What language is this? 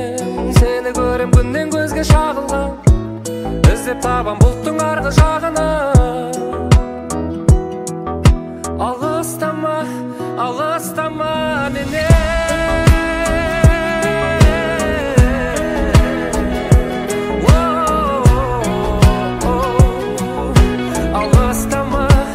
Kazakh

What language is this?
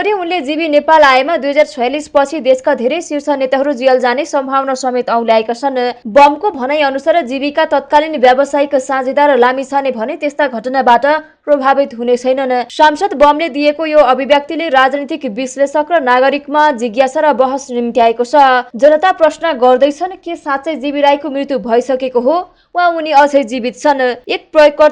Nepali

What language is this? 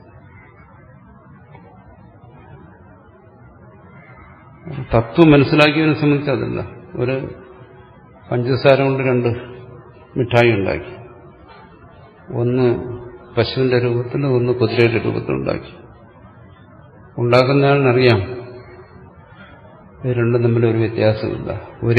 Malayalam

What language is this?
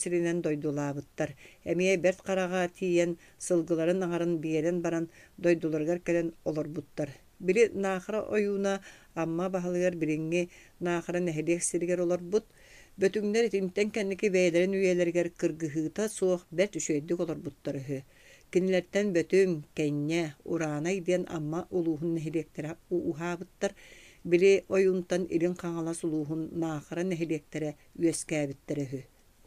Yakut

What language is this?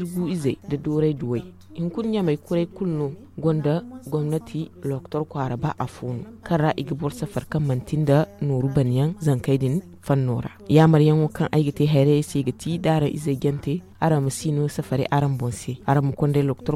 Zarma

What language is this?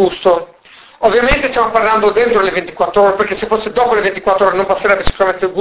Italian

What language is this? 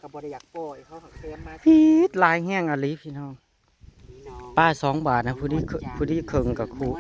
Northeastern Thai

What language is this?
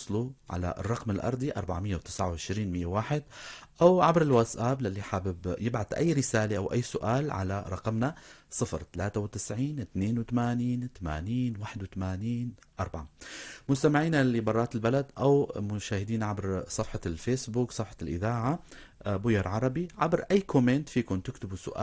North Levantine Arabic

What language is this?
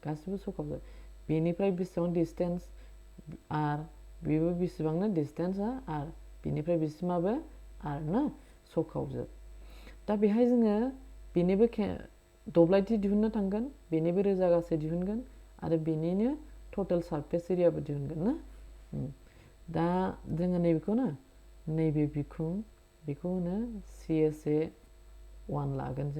Bodo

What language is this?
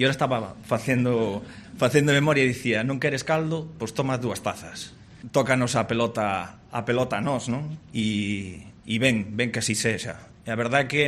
Galician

